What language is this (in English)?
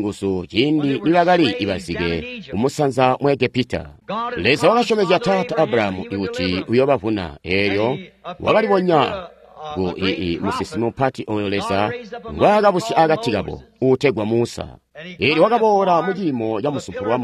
Tonga (Zambia)